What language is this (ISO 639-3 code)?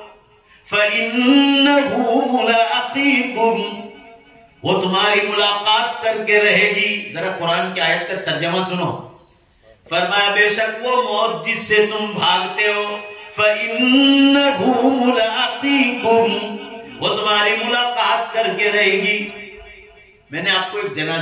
urd